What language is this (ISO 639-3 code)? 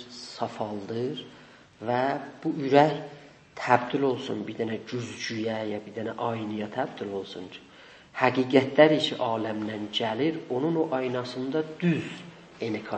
azb